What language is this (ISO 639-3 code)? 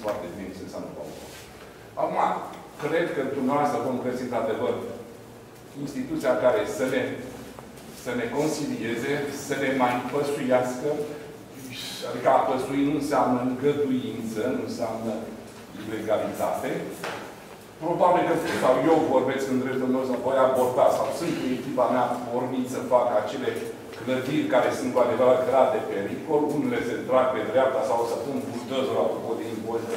ron